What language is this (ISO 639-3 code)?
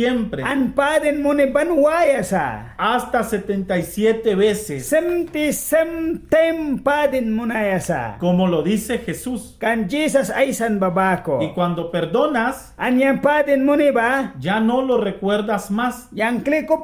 miq